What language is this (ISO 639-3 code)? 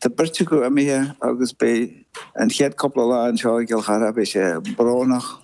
gle